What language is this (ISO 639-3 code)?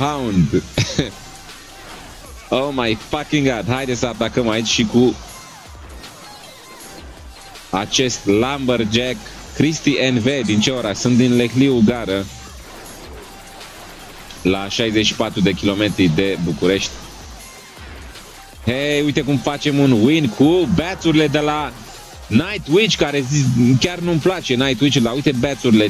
ron